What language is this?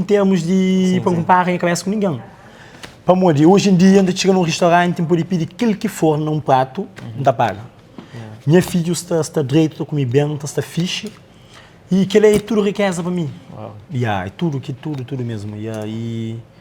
Kabuverdianu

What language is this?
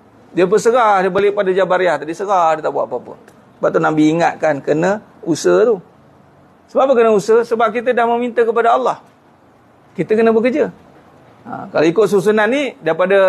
Malay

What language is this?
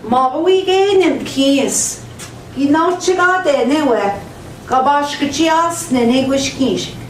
Central Ojibwa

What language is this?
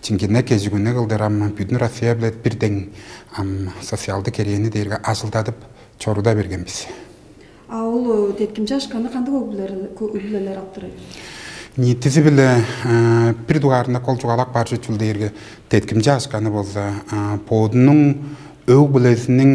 Tuvinian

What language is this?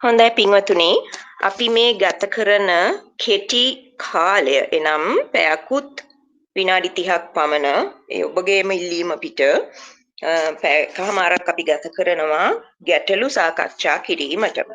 Sinhala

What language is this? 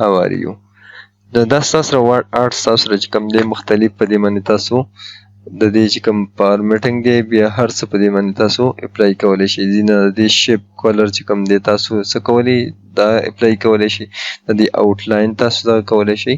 Pashto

